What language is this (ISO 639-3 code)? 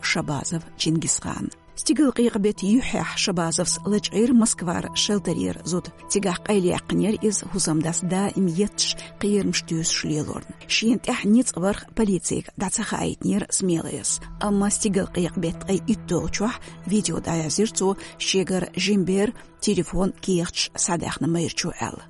che